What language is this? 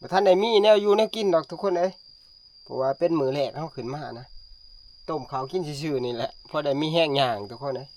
Northeastern Thai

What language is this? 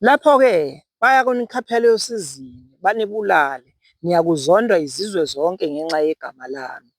Zulu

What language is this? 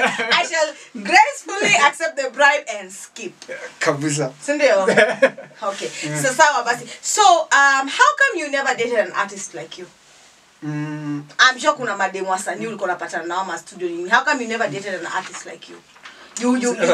Swahili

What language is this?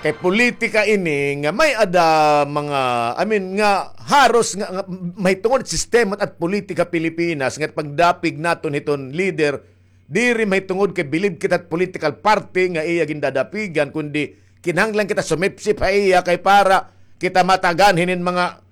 Waray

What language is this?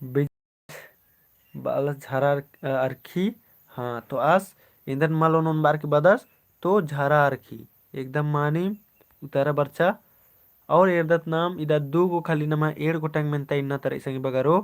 Kurukh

